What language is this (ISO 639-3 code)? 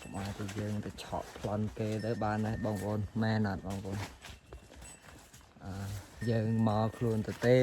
khm